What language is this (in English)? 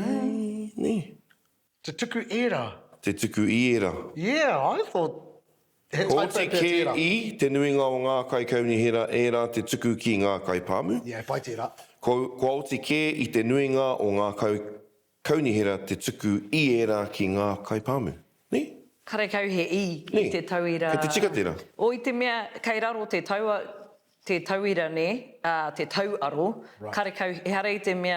Māori